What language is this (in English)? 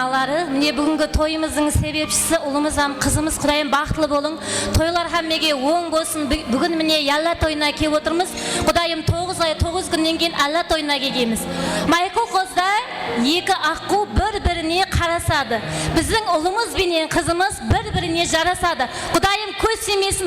Kara-Kalpak